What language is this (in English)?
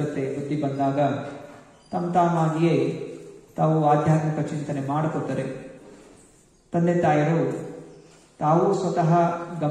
Kannada